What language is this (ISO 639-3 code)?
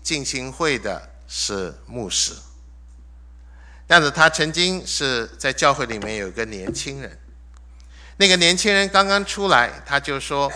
zho